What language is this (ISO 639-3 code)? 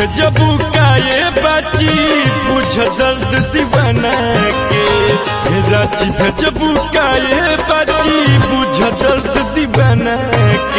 bho